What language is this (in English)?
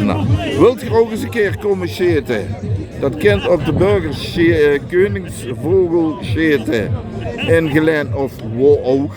Limburgish